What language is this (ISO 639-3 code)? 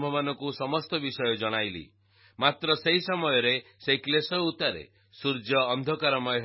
ori